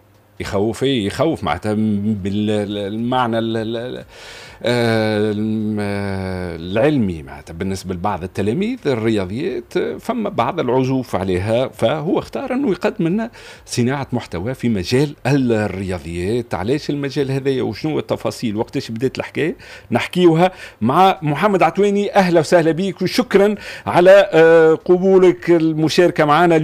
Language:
Tunisian Arabic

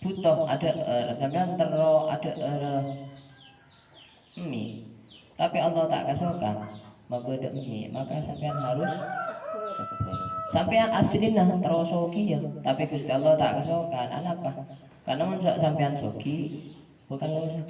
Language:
Madurese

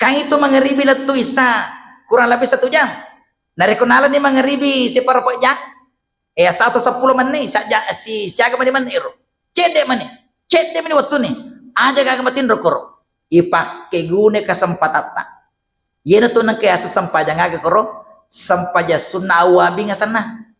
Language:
Buginese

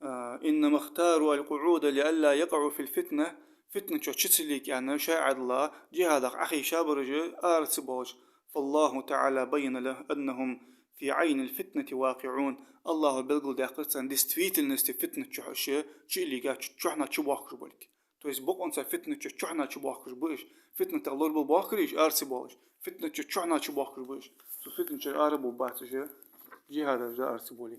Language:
Ingush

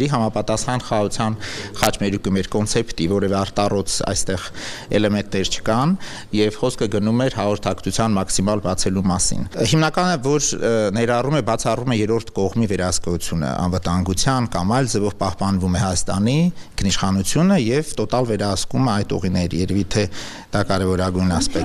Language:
Armenian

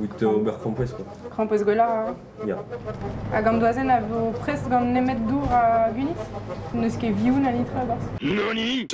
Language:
Breton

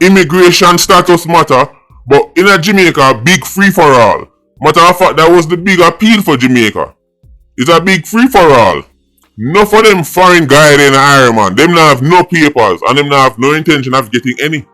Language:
Jamaican Creole English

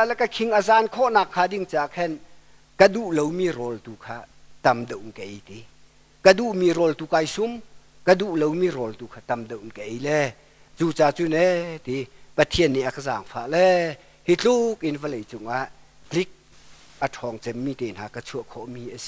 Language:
Hakha Chin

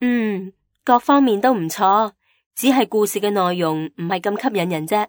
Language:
Cantonese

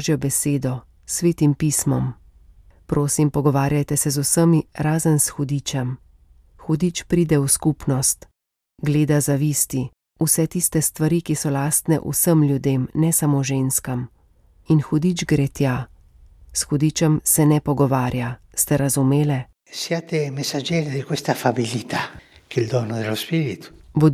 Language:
Slovenian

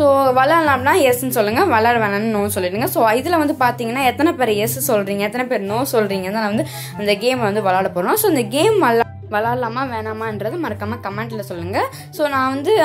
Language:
Tamil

